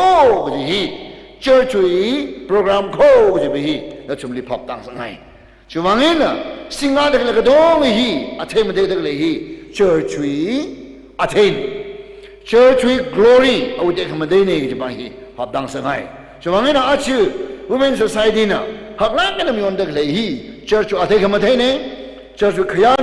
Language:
Tangkhul Naga (India)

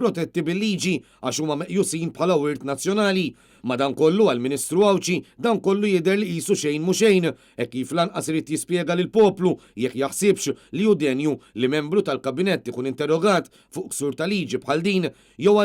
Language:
Maltese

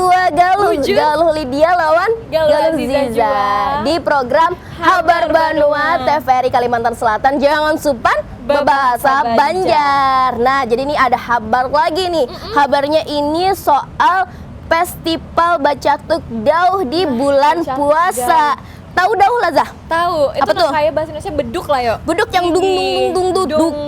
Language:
Banjar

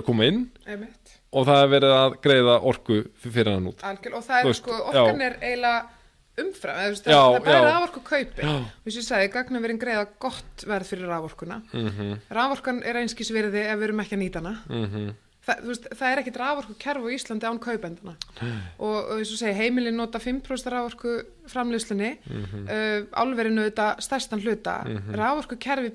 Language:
Icelandic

